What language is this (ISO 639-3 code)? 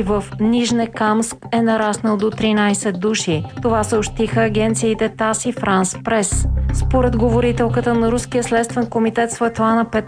bul